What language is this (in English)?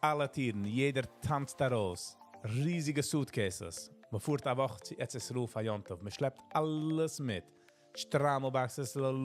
Yiddish